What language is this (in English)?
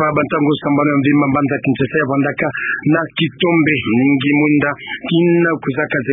Kituba (Democratic Republic of Congo)